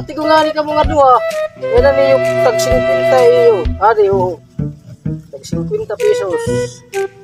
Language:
Waray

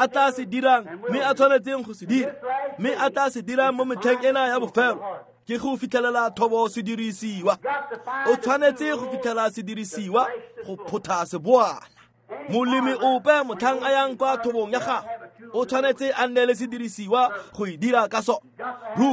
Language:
Tswana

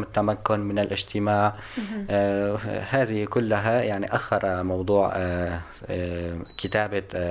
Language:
North Levantine Arabic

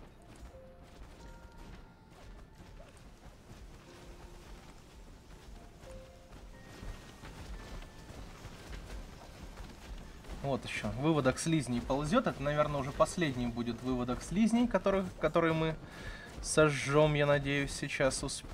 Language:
Russian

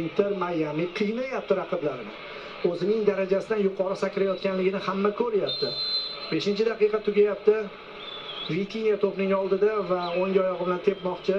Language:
Uzbek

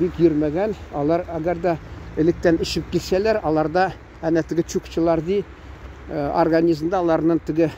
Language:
Tatar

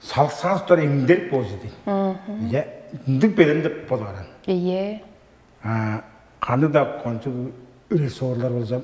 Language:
Tuvinian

